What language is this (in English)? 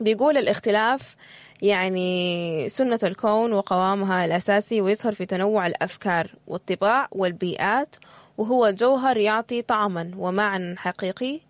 Sudanese Arabic